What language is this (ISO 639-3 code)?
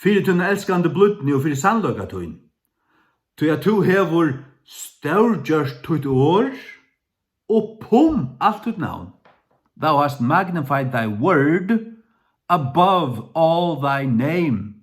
fao